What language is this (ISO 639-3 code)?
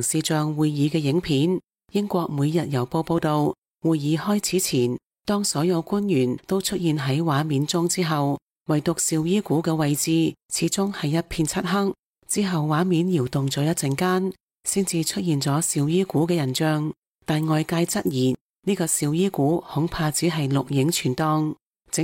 yue